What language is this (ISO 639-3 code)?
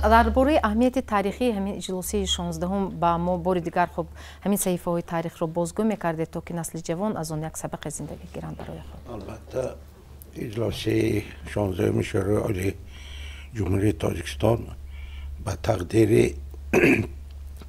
tgk